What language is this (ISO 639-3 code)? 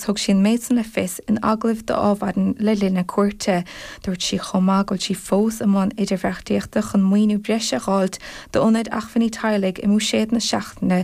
gle